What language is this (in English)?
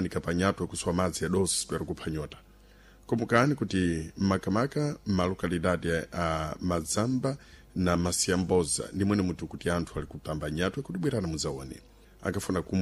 Sena